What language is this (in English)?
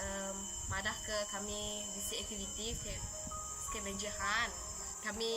Iban